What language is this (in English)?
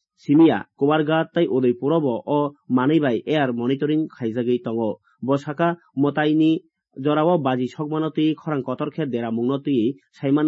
Kok Borok